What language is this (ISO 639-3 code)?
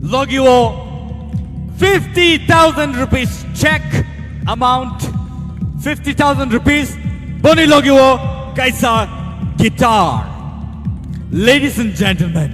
trp